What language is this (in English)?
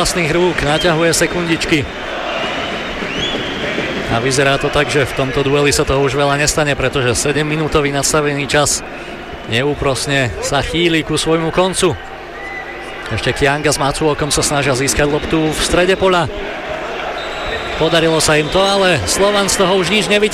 Slovak